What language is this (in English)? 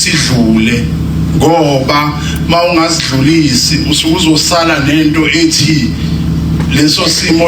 Zulu